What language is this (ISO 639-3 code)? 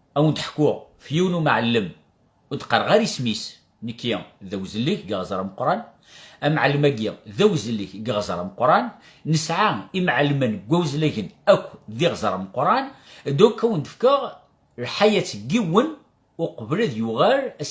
kab